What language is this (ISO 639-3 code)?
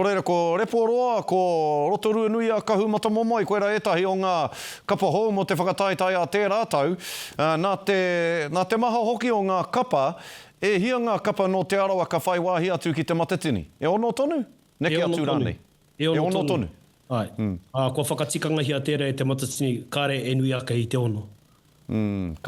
mri